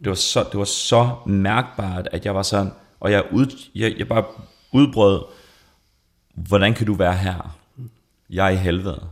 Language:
Danish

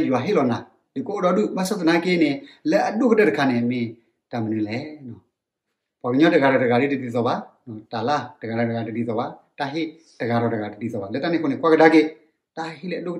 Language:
S'gaw Karen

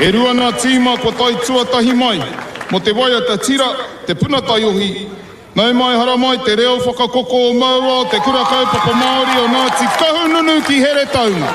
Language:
Māori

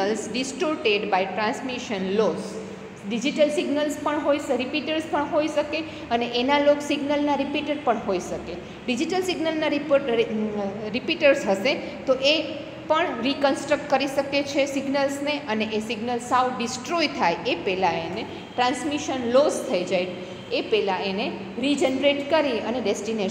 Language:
Gujarati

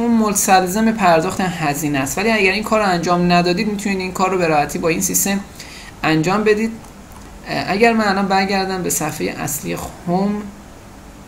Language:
Persian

